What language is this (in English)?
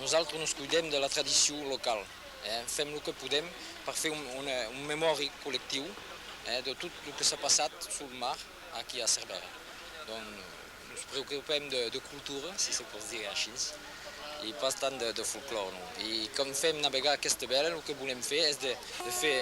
Occitan